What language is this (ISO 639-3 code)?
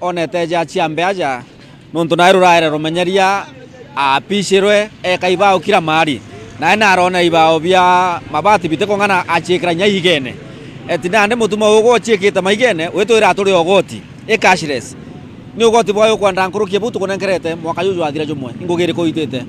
mer